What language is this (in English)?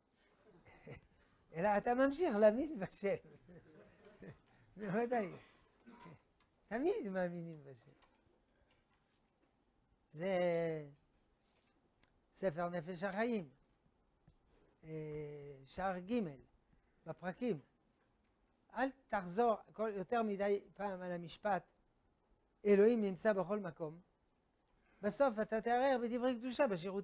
Hebrew